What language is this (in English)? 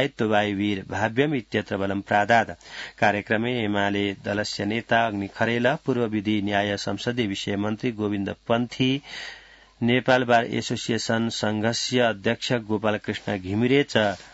Sanskrit